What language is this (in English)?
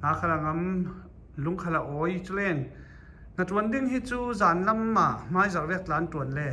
Falam Chin